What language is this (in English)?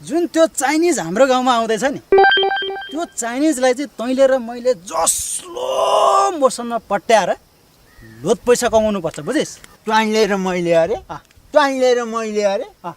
Nepali